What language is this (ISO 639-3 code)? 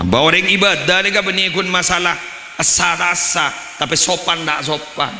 mad